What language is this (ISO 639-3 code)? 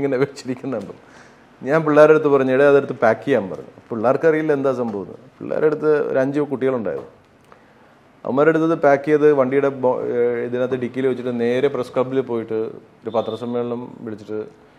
mal